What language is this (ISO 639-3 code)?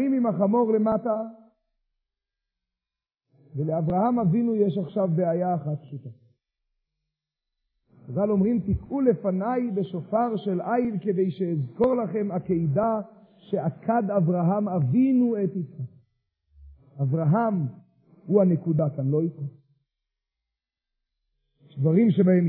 heb